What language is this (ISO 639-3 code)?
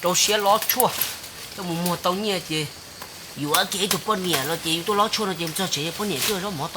hmn